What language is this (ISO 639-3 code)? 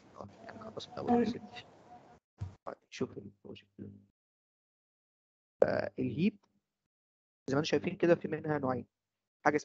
arz